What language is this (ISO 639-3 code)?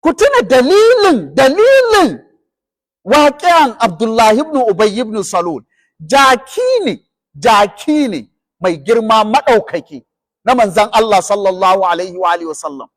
hau